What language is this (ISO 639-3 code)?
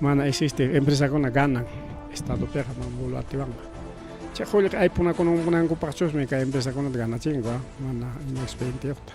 quy